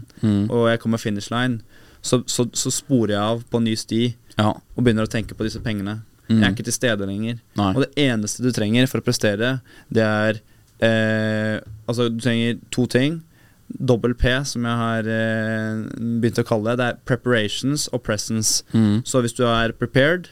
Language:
Norwegian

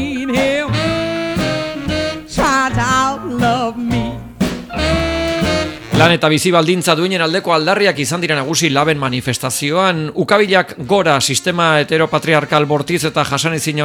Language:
Basque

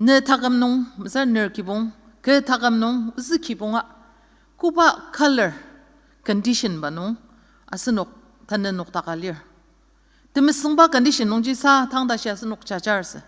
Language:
Ao Naga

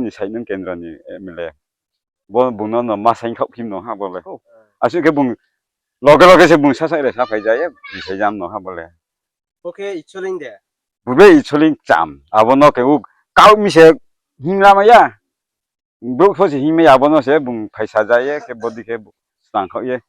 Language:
Riang (India)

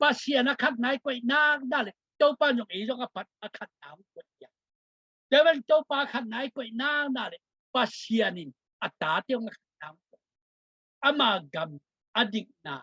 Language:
Tedim Chin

